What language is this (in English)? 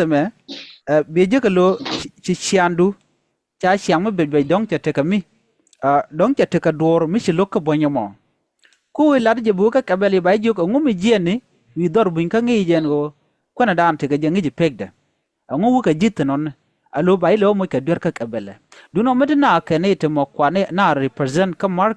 Nuer